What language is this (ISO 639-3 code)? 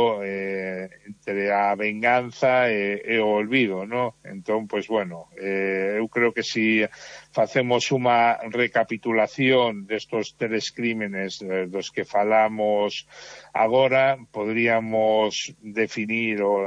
glg